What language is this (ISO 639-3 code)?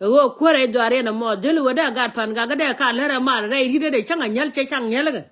nus